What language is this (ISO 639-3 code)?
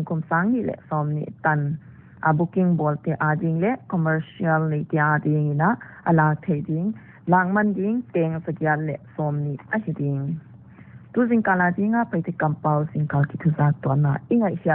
pck